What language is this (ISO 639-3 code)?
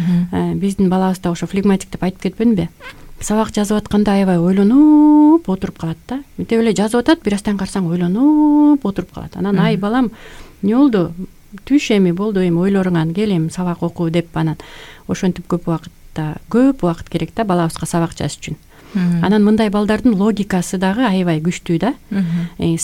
kir